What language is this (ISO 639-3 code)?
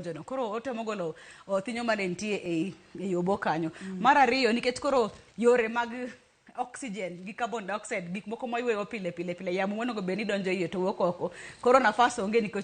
luo